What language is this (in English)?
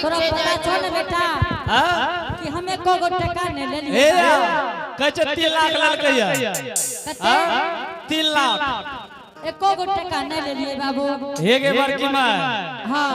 Angika